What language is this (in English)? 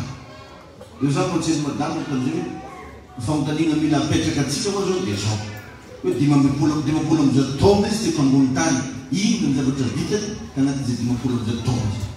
Malagasy